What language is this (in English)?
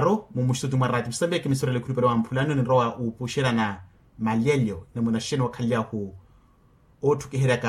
Makhuwa